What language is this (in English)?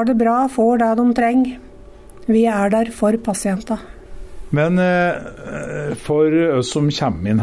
Norwegian